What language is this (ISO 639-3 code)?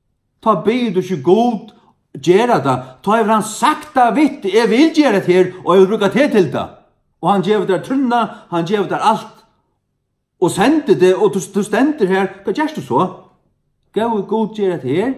fao